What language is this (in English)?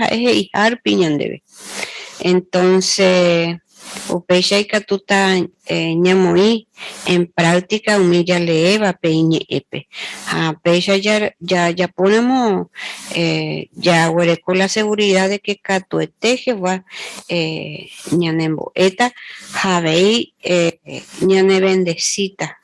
Guarani